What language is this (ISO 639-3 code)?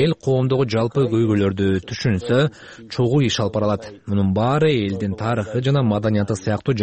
kir